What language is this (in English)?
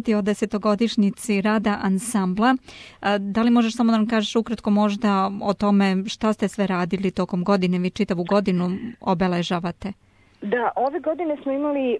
Serbian